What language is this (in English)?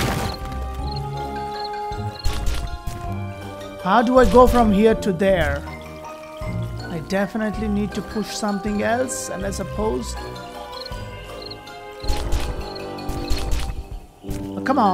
English